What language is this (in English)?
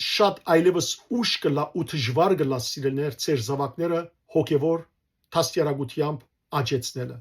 Western Armenian